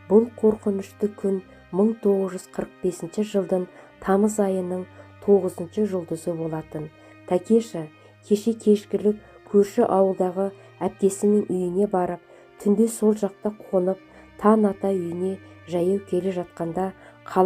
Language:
Kazakh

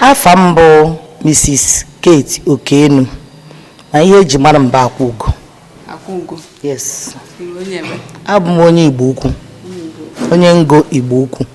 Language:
Igbo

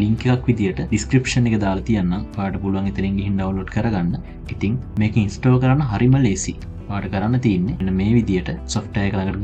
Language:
Sinhala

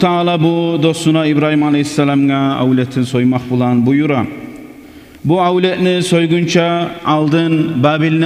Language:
Kumyk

